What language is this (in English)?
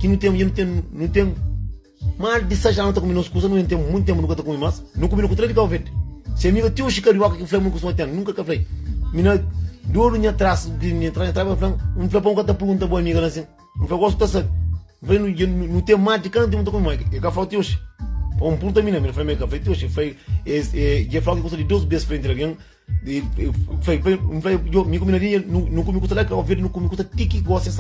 Kabuverdianu